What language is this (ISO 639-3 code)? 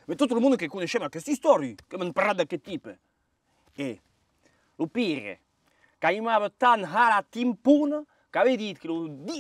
oci